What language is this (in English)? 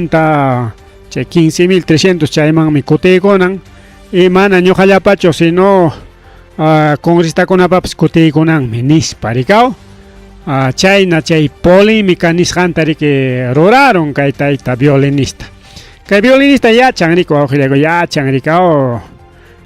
Ayacucho Quechua